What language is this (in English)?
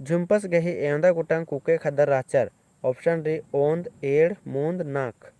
Kurukh